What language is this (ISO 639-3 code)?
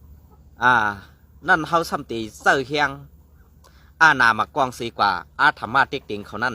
shn